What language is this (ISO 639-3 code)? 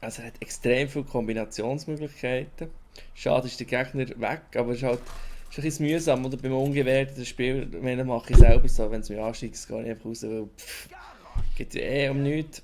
gsw